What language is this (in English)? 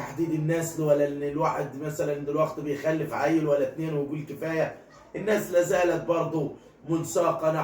Egyptian Arabic